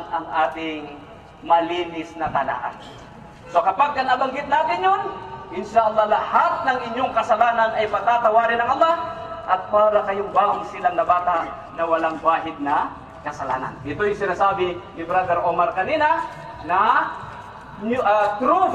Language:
Filipino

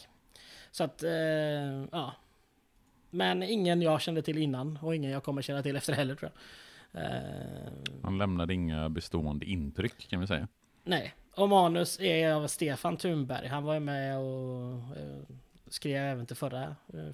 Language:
Swedish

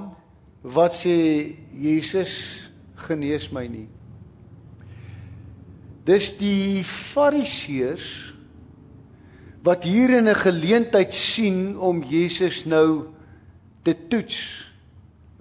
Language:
Afrikaans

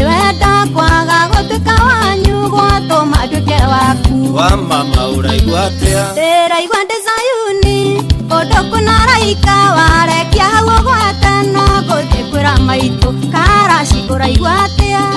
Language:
Kikuyu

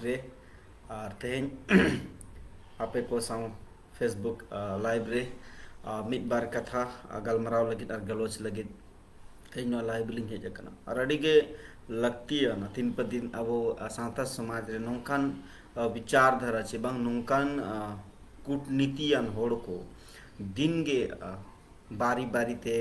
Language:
Santali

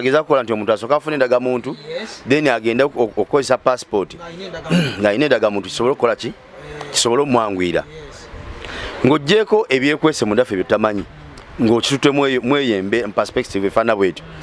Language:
Ganda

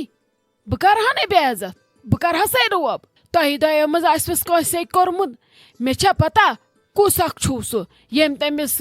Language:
Kashmiri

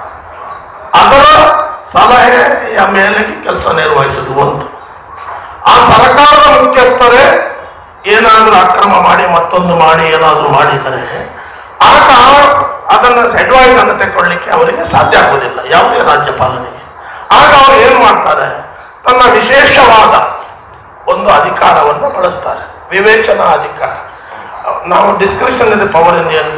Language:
Kannada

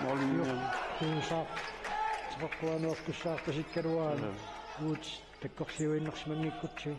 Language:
Kalaallisut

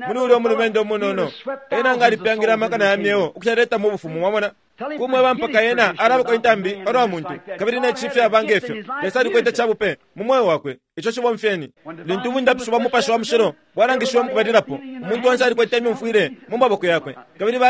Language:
Bemba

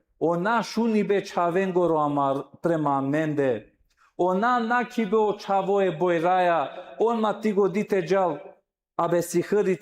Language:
Balkan Romani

